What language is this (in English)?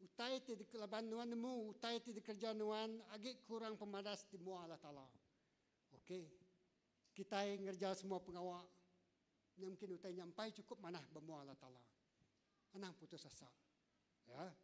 Iban